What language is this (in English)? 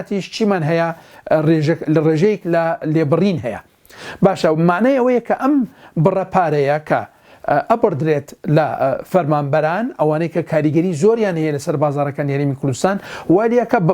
Central Kurdish